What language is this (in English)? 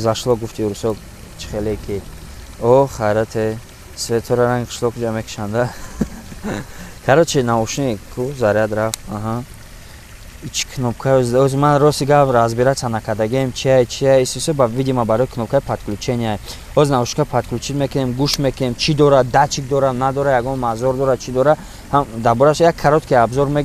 Tajik